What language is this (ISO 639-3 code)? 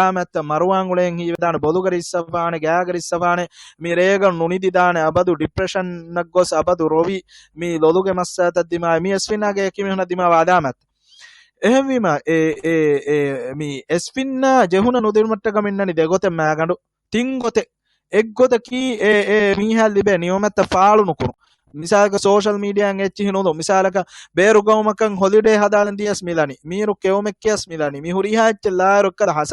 div